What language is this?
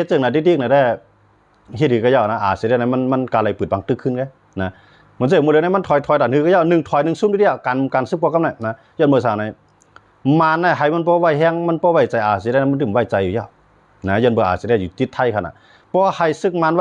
Shan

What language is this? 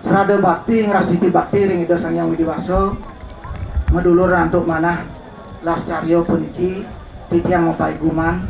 Balinese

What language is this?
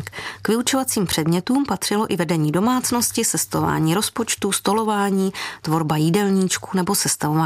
Czech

